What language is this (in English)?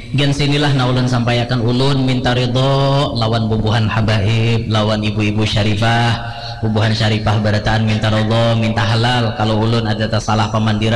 Banjar